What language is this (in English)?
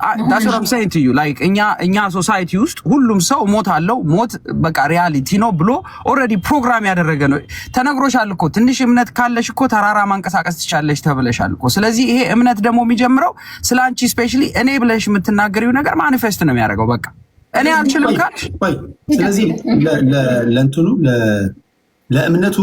Amharic